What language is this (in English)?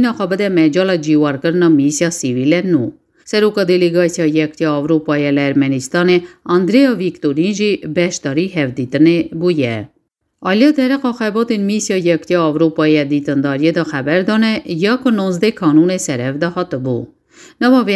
Kurdish